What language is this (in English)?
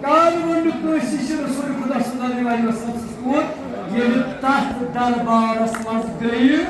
Kashmiri